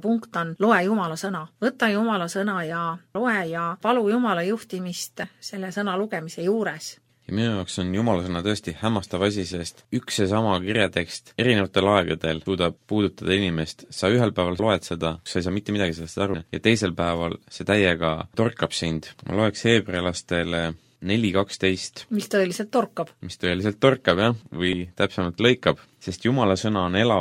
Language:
Estonian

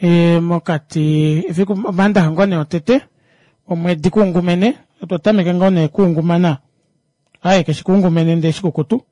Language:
Kuanyama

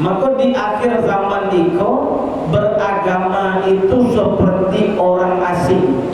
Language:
Minangkabau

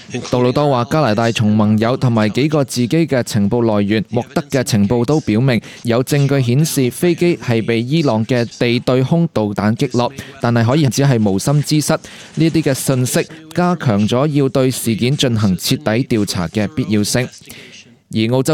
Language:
Cantonese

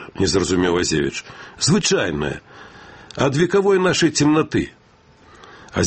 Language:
Belarusian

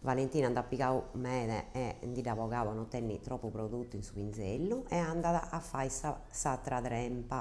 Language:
Sardinian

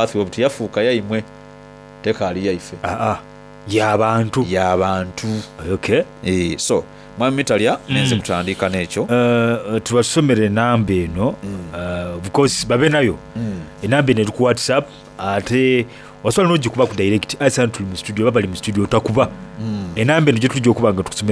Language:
Soga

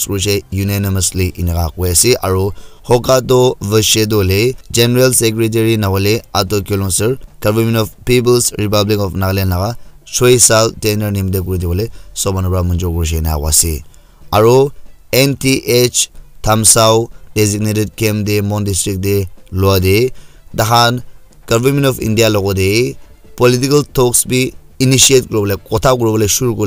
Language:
Naga Pidgin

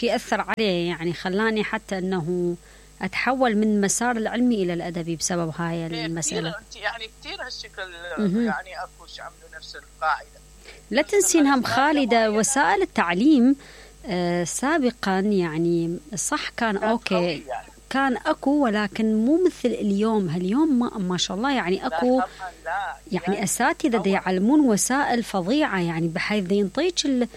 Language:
Mesopotamian Arabic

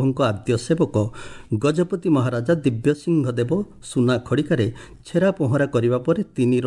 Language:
Odia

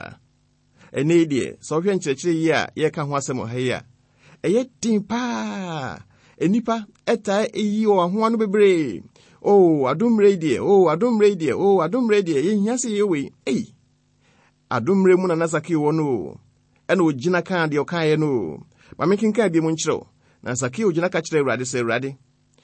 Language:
Akan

